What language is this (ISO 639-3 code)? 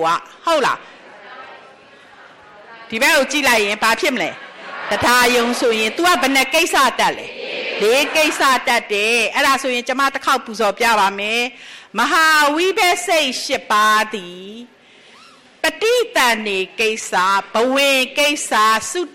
mya